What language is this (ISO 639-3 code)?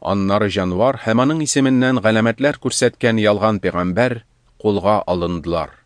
tat